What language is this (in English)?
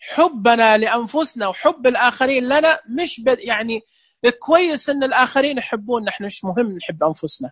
Najdi Arabic